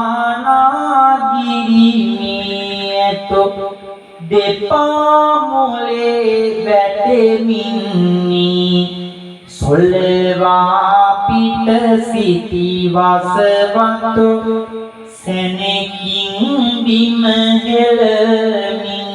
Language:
Sinhala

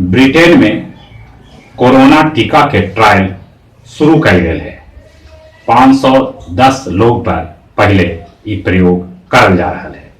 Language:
Magahi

